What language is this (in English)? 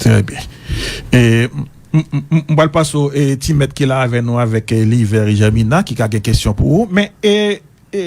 Haitian Creole